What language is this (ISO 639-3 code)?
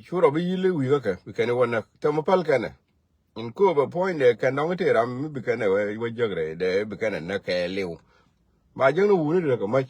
nus